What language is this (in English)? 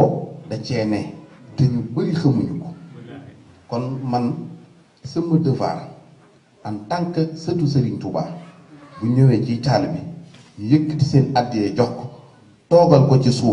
Wolof